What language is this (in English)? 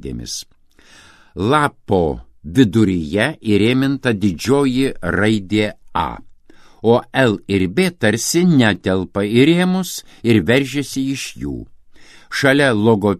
Lithuanian